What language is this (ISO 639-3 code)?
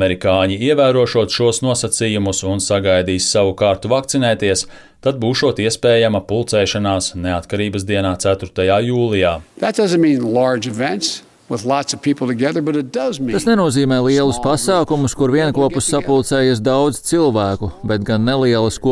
lav